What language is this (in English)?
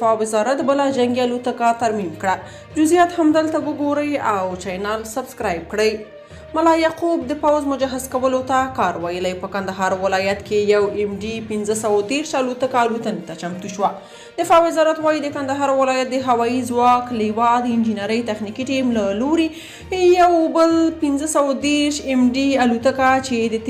Pashto